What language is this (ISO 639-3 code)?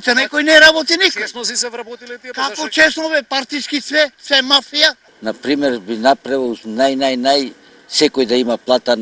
mkd